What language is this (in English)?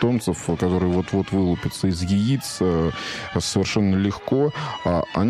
Russian